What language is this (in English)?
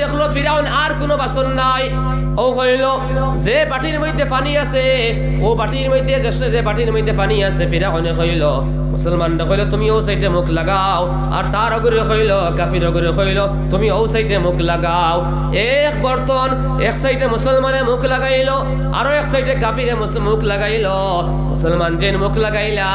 Sylheti